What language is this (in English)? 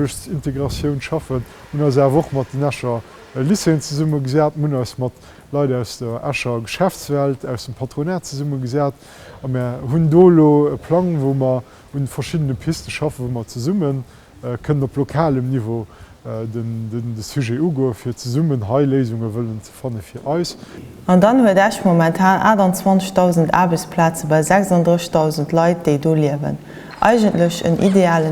Luxembourgish